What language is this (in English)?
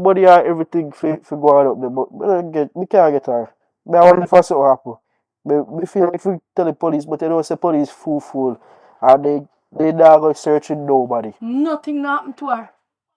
Jamaican Creole English